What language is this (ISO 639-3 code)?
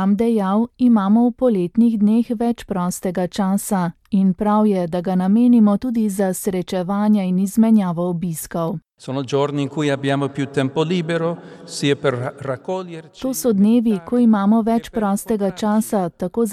slv